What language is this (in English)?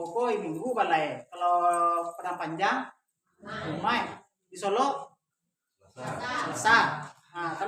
Minangkabau